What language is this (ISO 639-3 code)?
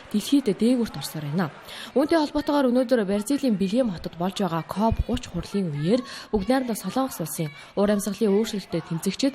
mon